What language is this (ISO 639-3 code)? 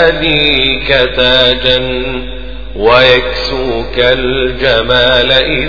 ara